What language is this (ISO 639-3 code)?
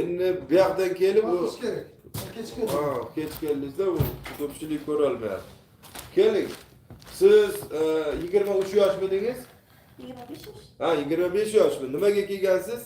uzb